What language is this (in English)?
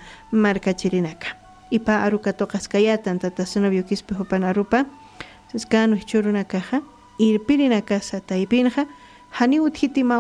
Aymara